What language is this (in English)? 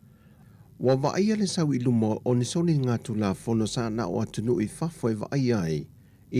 Samoan